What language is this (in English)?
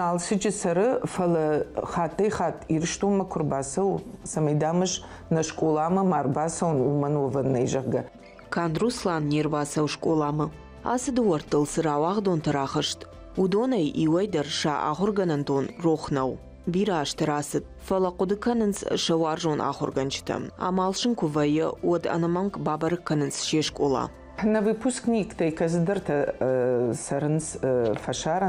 Ossetic